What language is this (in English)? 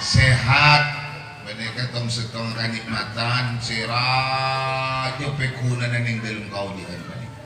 Madurese